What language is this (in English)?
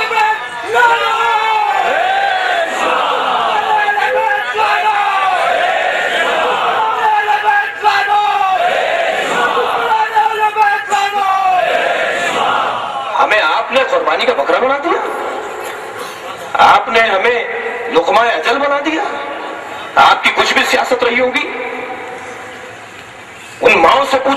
Urdu